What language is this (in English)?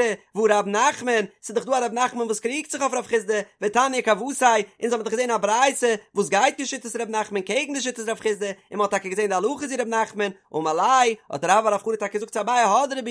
Yiddish